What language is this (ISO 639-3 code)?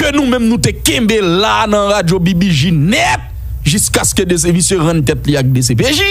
hat